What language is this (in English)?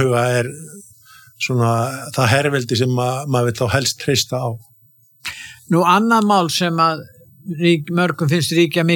Icelandic